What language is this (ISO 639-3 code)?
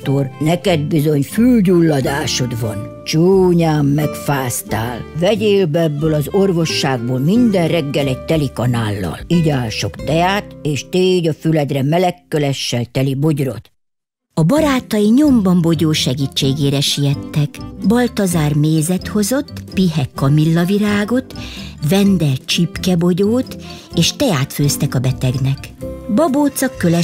hun